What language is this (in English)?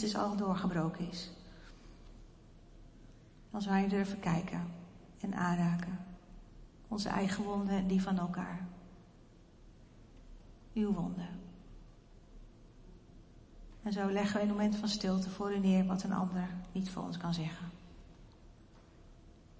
Dutch